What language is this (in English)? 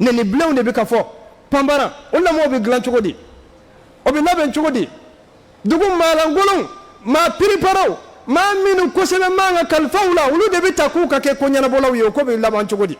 Bambara